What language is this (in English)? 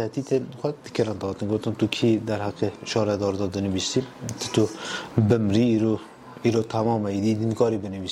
Kurdish